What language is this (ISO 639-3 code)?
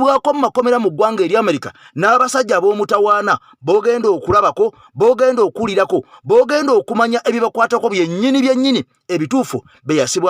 lug